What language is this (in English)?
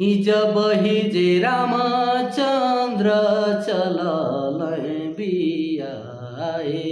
Sadri